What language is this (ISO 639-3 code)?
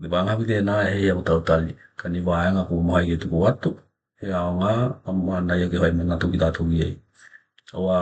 tkl